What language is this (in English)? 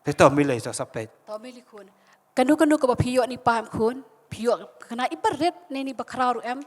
Khasi